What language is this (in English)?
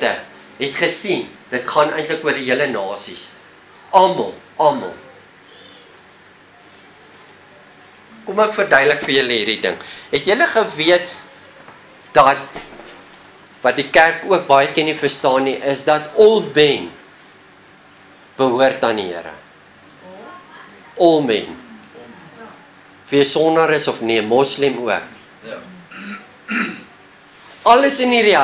Afrikaans